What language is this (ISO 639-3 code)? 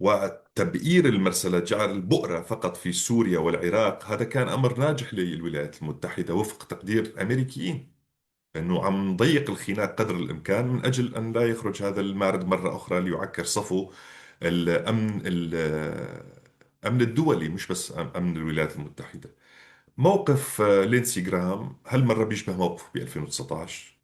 apc